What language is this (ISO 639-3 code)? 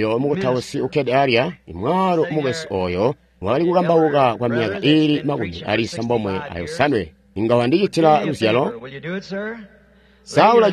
toi